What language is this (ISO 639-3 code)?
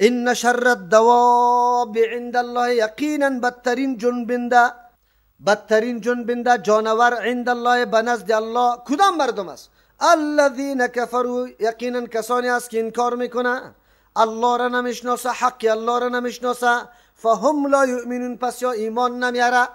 fas